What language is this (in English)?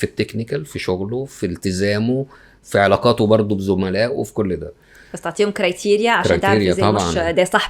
Egyptian Arabic